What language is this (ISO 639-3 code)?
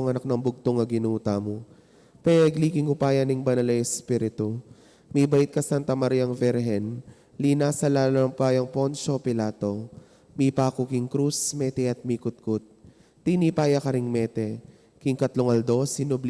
pam